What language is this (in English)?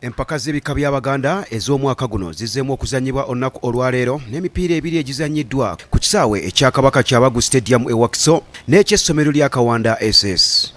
Ganda